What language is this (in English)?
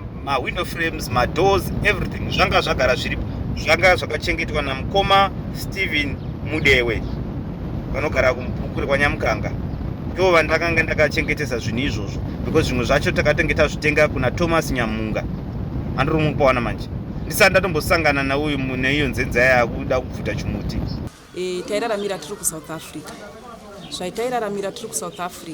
Shona